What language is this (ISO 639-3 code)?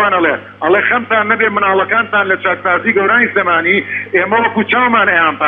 ckb